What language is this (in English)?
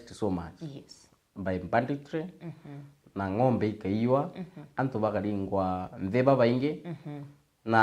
Meru